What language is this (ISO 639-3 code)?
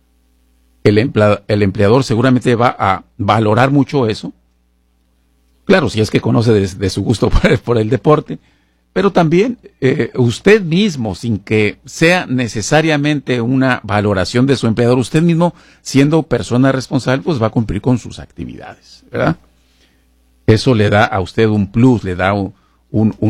spa